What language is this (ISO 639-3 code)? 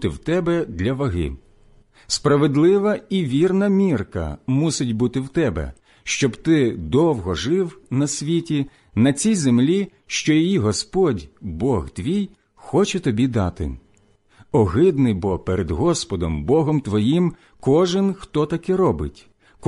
ukr